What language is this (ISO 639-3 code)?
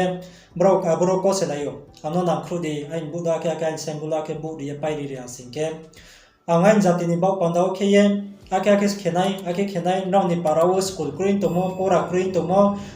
ria